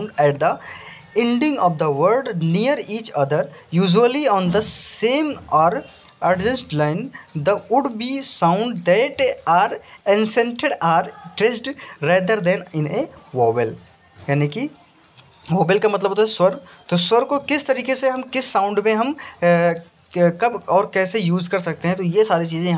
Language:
Hindi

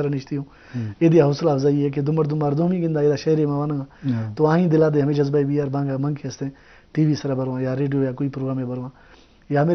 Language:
Eastern Balochi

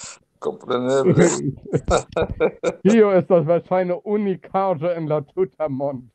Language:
Esperanto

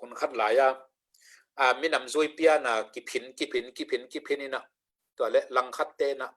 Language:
Tedim Chin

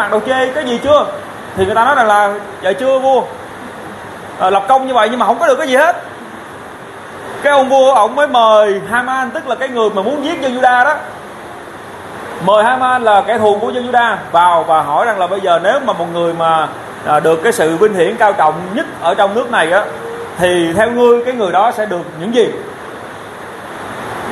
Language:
Vietnamese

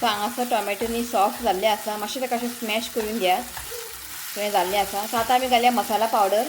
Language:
Konkani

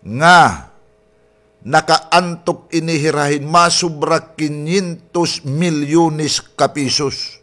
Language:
Waray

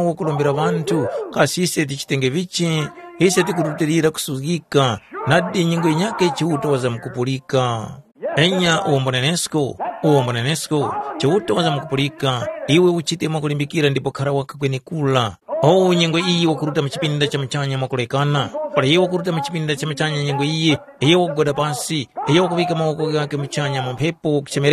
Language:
Tumbuka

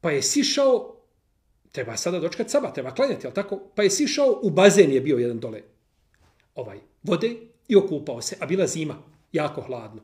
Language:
Bosnian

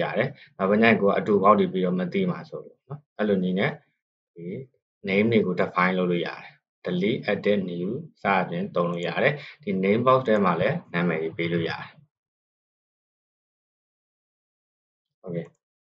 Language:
Burmese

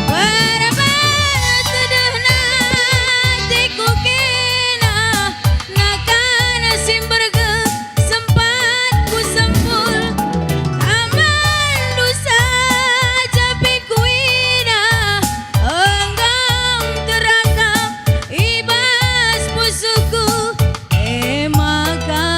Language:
Batak Karo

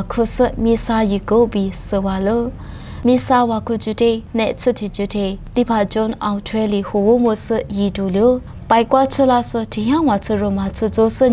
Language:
Lisu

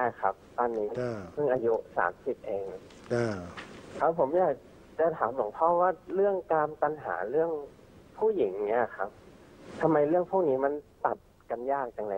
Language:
Thai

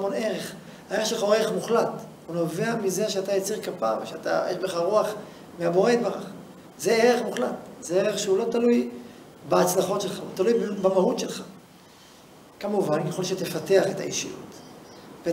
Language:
Hebrew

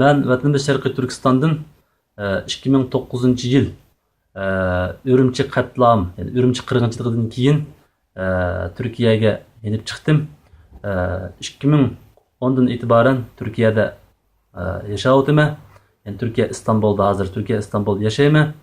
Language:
Uyghur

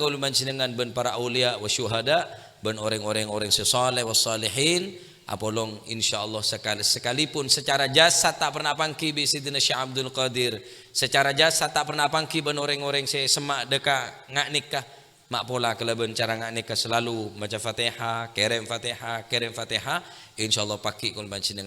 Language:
Madurese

